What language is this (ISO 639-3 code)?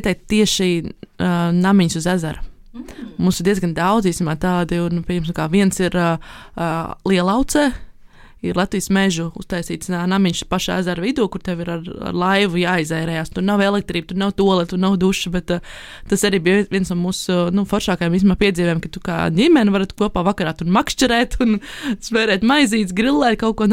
lav